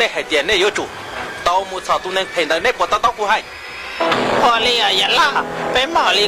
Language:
Hmong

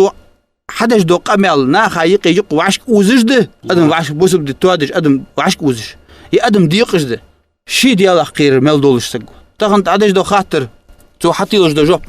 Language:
Ingush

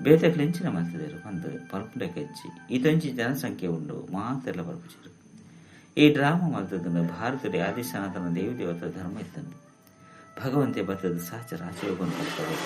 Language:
Tulu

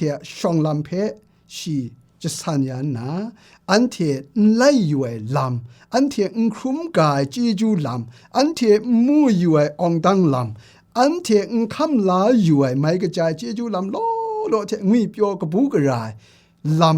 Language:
Kachin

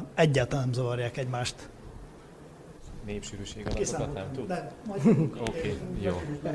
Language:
Hungarian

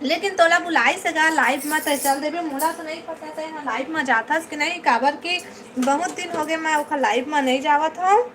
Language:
Chhattisgarhi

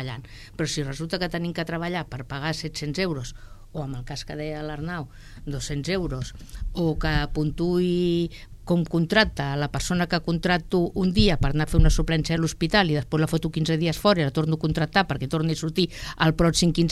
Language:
Catalan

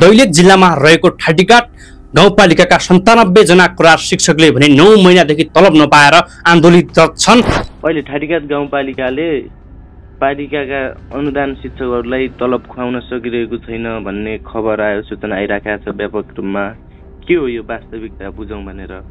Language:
Nepali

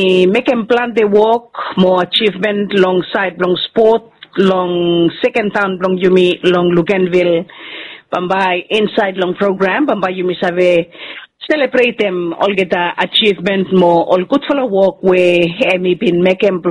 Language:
Bislama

